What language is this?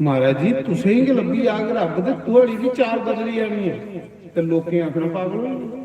Dogri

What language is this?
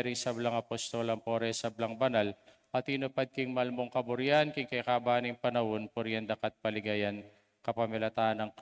Pampanga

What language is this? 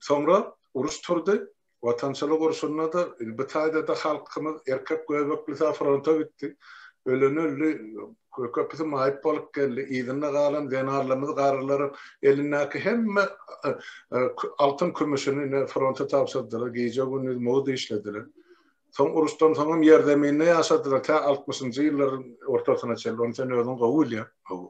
Turkmen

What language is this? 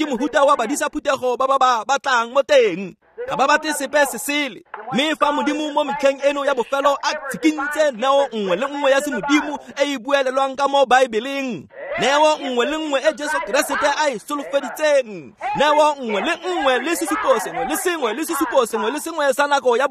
Tswana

